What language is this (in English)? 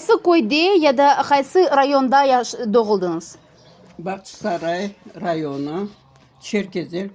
Crimean Tatar